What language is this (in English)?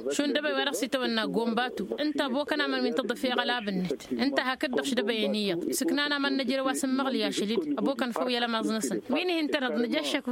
Tamasheq